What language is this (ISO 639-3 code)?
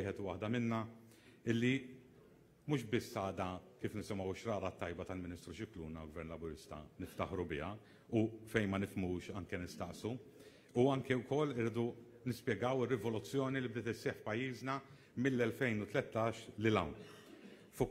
mlt